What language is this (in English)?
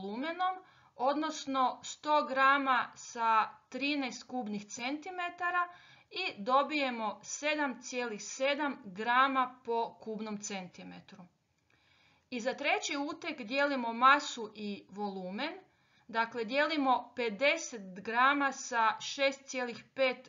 Croatian